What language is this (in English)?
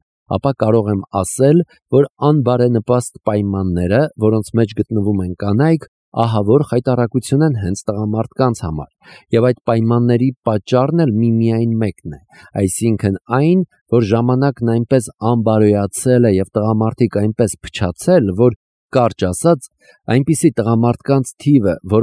Armenian